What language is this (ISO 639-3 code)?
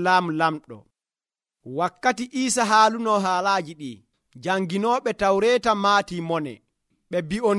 fuv